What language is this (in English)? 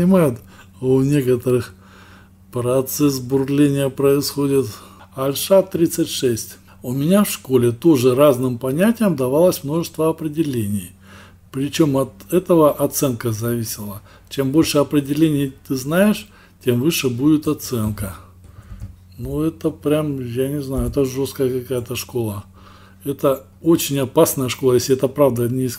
Russian